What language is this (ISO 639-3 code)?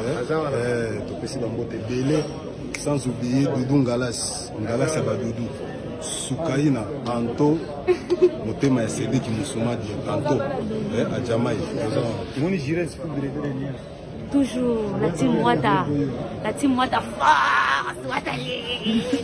lin